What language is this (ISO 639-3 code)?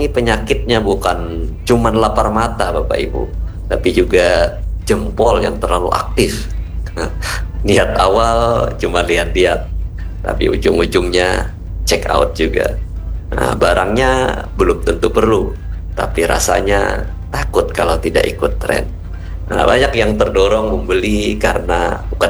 ind